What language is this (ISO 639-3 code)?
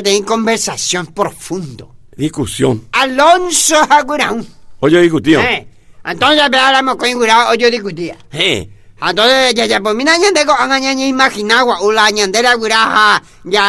grn